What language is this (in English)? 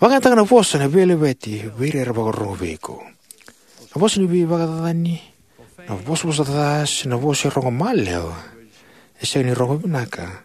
Fijian